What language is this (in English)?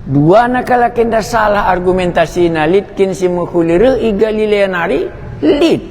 Batak Karo